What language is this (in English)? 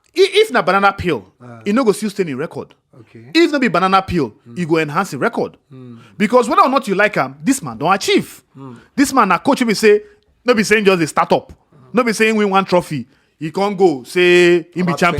Nigerian Pidgin